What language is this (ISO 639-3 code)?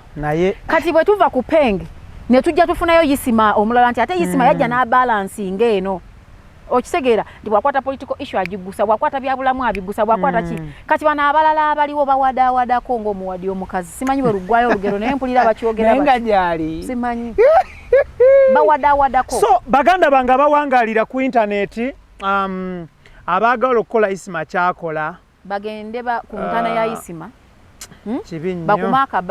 lug